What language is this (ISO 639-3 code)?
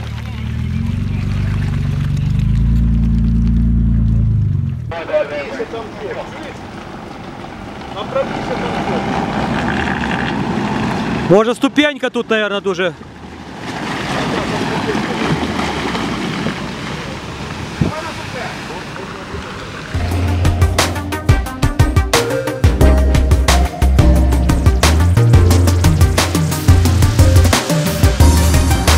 ukr